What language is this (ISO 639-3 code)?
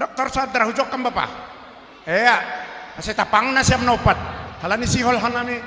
bts